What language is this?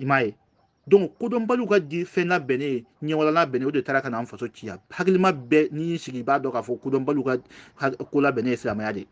Bambara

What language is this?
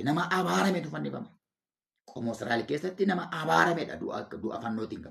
Oromo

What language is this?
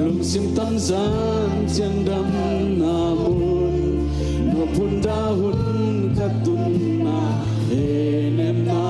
Tedim Chin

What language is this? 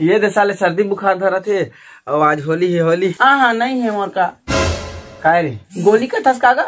Chhattisgarhi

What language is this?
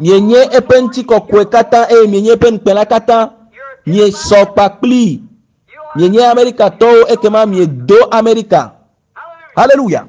Ewe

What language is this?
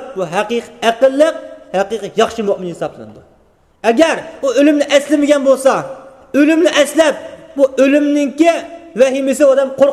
Uyghur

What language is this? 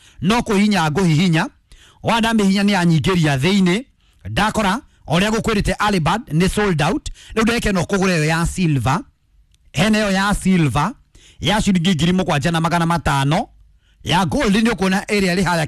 Kikuyu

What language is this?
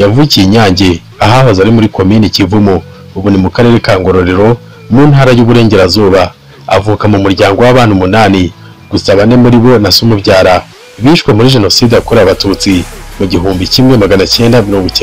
Kinyarwanda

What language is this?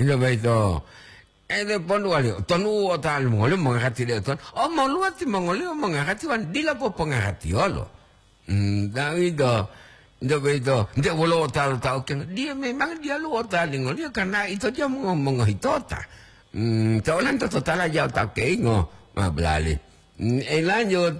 Gorontalo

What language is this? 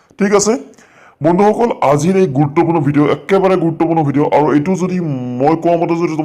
Assamese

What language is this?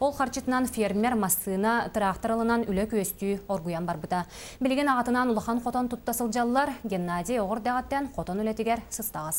Yakut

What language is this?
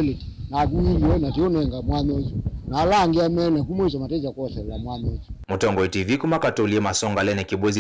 Kamba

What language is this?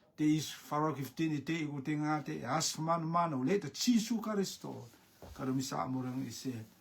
Rotuman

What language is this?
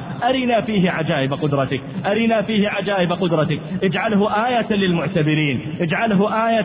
Arabic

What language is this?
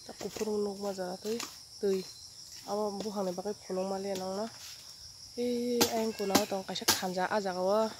Kok Borok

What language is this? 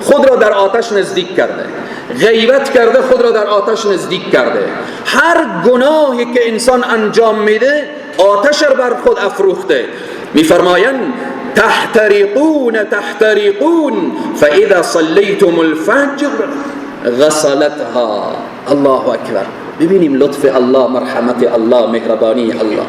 Persian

